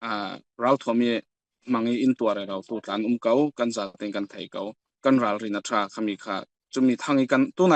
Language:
Falam Chin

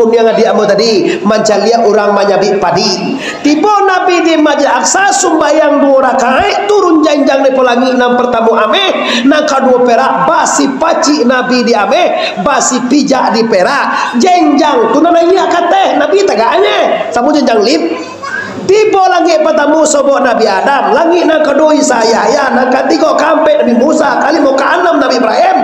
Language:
Minangkabau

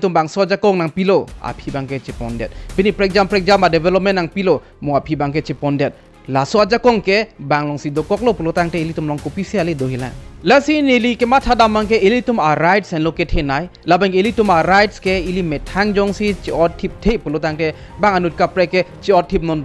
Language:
Karbi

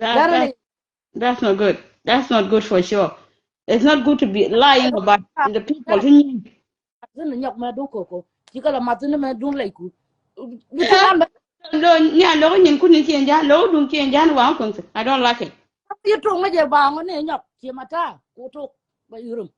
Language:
Nuer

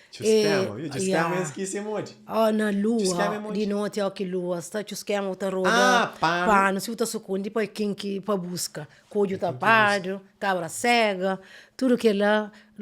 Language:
Kabuverdianu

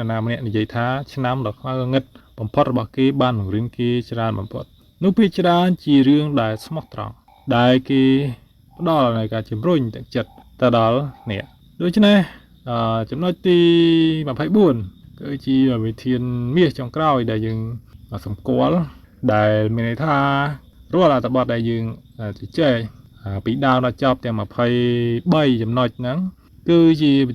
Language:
Khmer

